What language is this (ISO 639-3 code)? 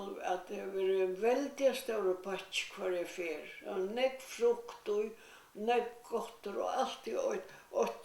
fao